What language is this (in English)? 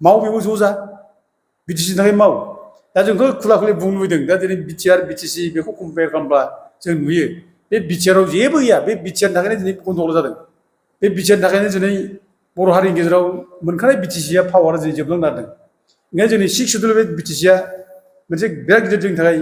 Bodo